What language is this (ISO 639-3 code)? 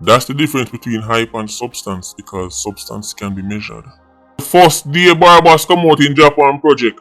jam